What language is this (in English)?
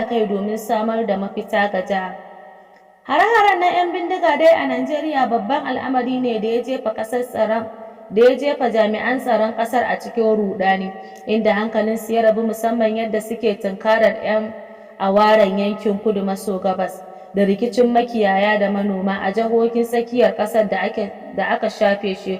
Hausa